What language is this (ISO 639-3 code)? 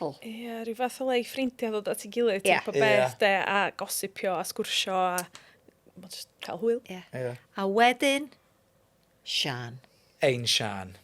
cym